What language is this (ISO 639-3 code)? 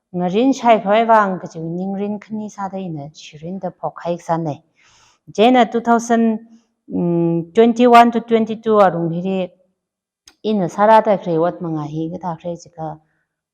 nmf